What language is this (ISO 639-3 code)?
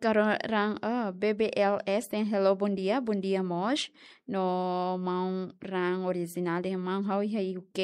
tet